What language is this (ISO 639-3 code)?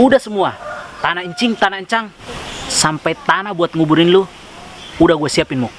bew